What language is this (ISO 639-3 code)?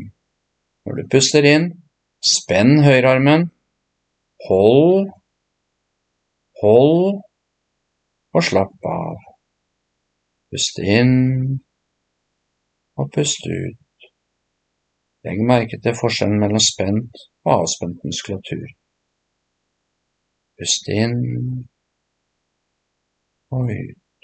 nor